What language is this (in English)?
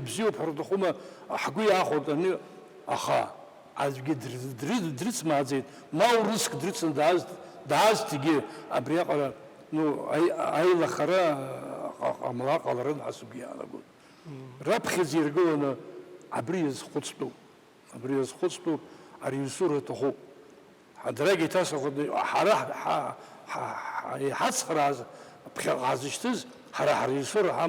Abkhazian